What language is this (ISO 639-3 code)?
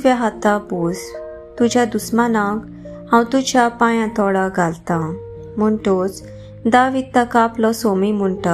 kok